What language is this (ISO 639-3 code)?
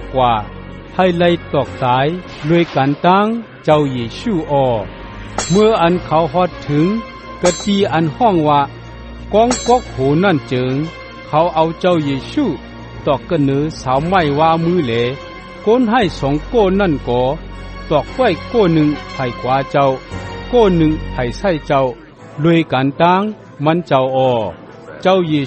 shn